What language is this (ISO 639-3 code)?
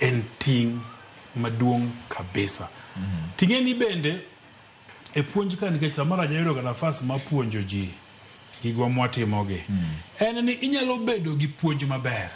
luo